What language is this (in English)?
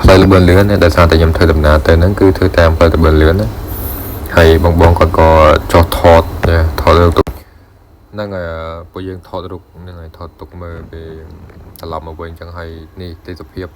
Khmer